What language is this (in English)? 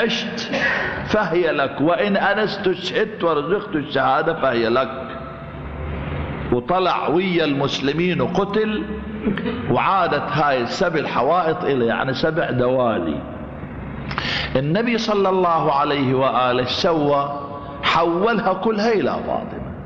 Arabic